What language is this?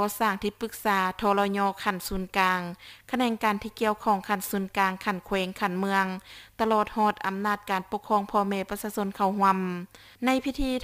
Lao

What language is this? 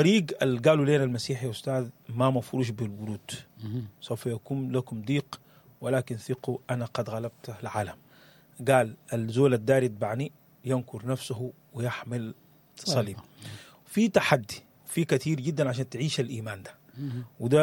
Sudanese Arabic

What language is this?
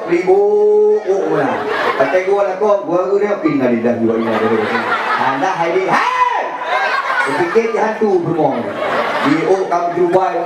Achinese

